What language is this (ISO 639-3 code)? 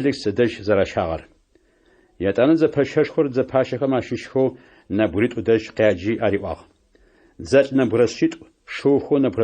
ady